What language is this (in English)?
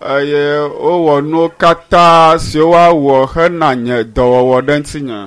Ewe